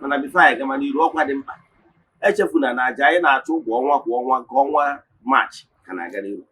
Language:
Igbo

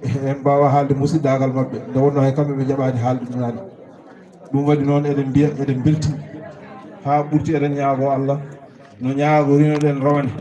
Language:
Fula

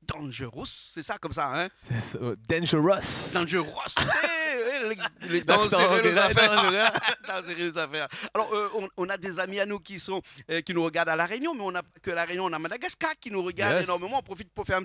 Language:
Réunion Creole French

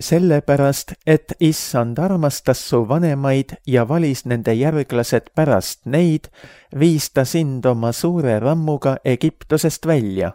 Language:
Estonian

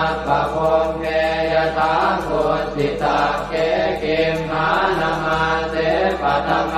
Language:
Pali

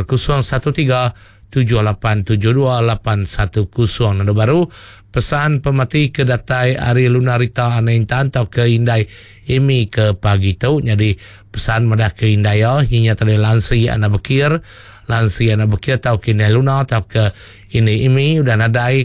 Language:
Iban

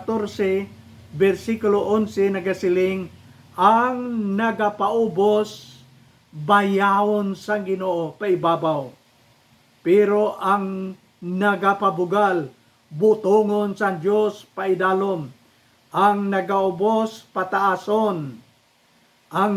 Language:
Hiligaynon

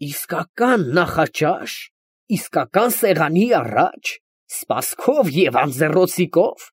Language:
Armenian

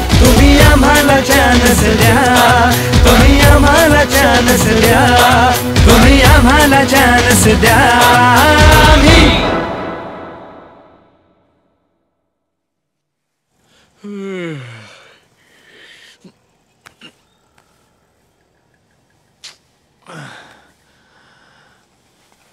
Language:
Marathi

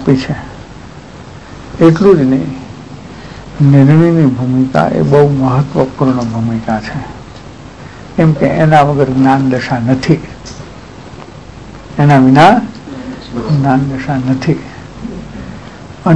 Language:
Gujarati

